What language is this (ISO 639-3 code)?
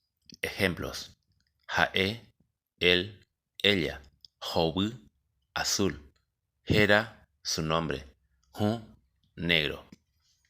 grn